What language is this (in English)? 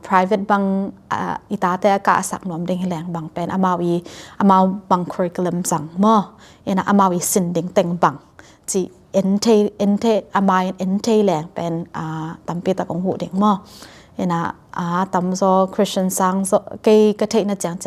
Tedim Chin